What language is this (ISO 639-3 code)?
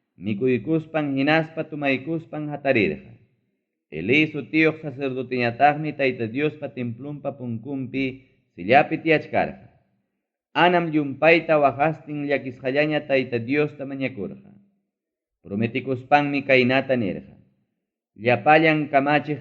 quy